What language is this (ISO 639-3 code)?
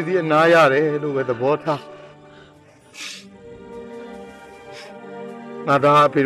mya